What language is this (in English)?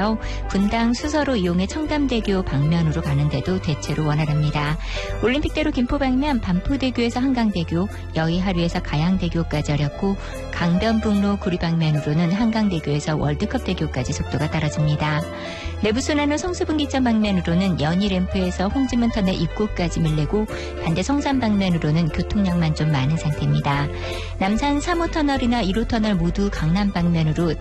Korean